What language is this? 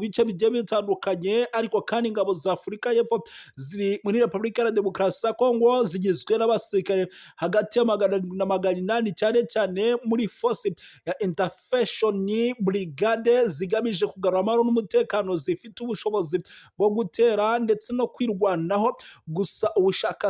Kinyarwanda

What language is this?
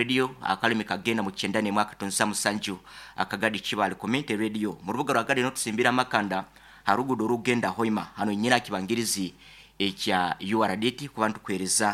Nyoro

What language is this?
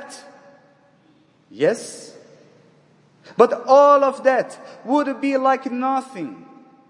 English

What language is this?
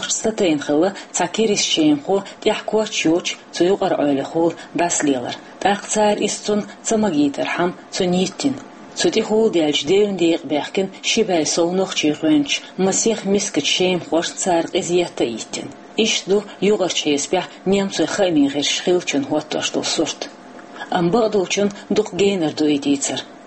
Chechen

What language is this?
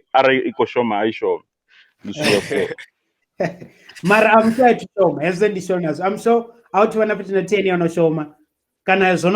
Venda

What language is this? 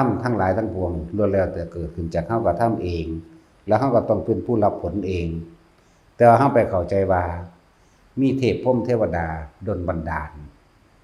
Lao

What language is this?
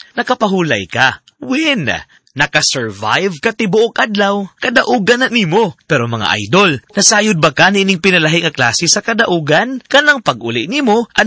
Cebuano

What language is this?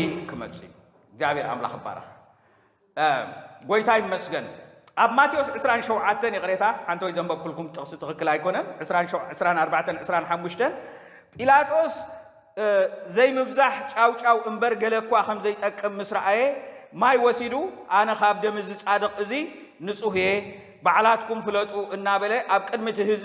Tigrinya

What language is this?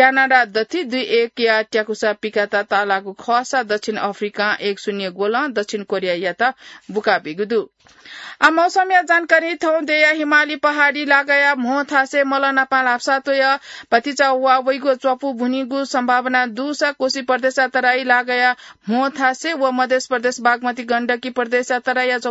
Newari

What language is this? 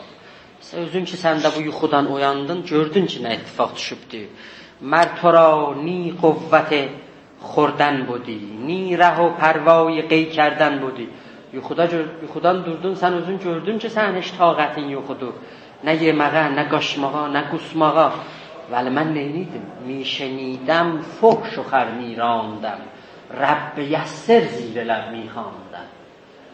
South Azerbaijani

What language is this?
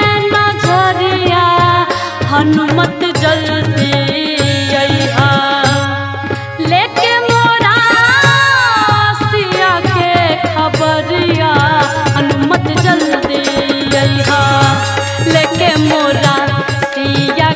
Bhojpuri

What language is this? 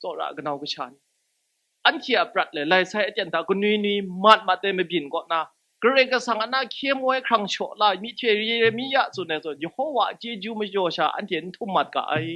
Kachin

